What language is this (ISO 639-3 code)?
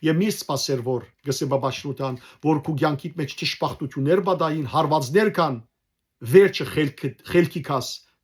hyw